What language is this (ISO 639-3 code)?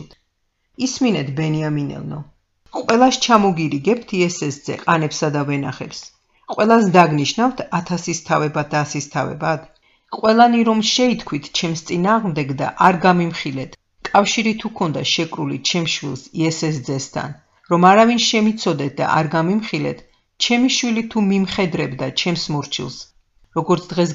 kat